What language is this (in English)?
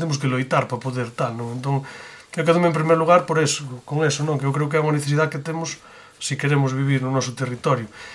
Galician